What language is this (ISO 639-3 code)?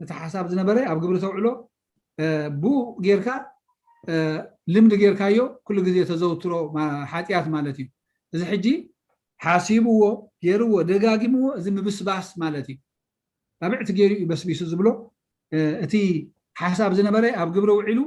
tir